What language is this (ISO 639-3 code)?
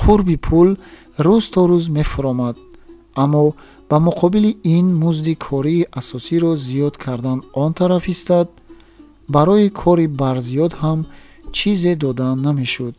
tgk